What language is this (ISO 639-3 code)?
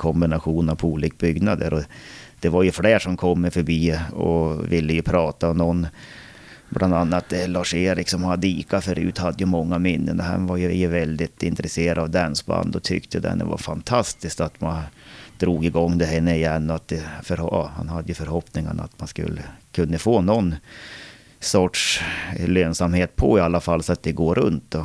swe